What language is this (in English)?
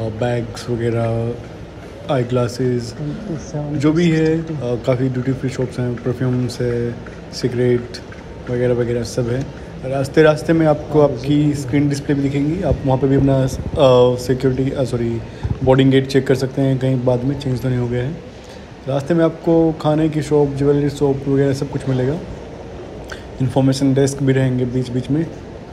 Hindi